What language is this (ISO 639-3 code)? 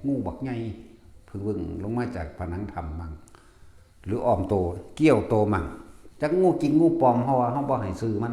tts